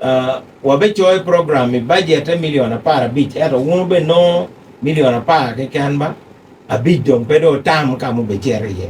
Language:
Acoli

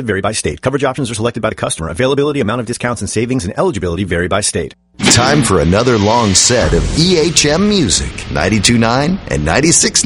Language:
English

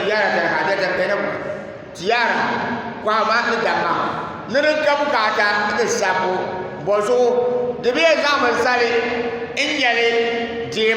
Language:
Dagbani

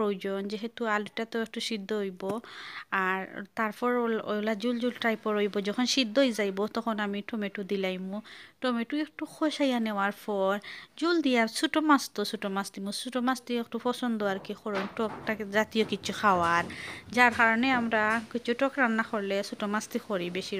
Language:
Sylheti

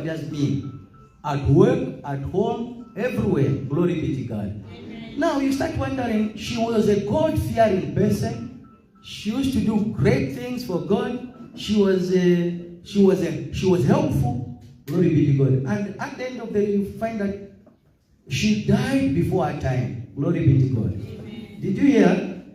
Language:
Tswana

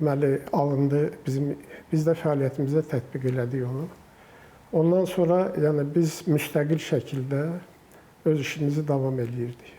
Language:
Azerbaijani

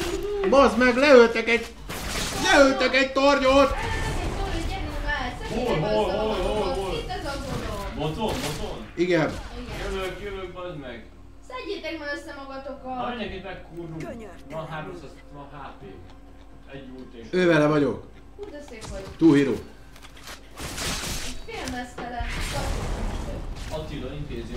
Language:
Hungarian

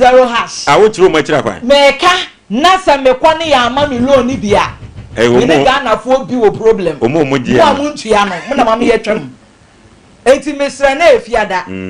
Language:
Akan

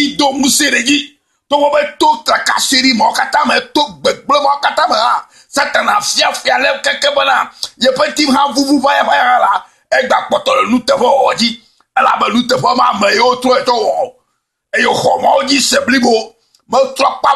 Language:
Ewe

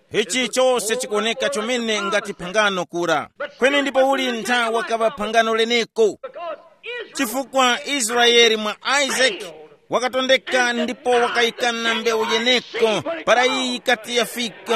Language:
Tumbuka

